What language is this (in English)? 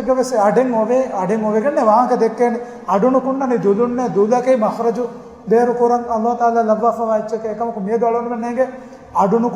Divehi